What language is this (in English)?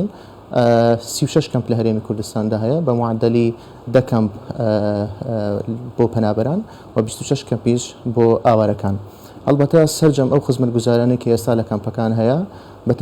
Central Kurdish